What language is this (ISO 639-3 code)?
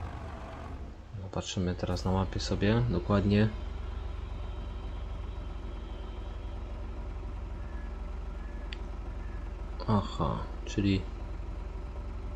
pol